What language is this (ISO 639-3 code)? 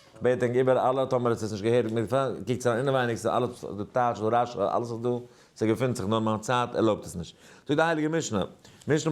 yid